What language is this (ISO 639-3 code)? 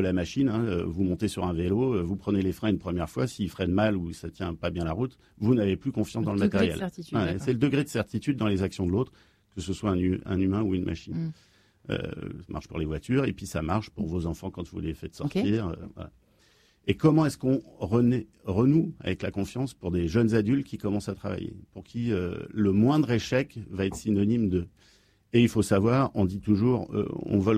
fra